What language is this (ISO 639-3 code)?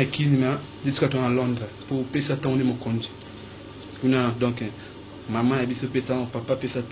lin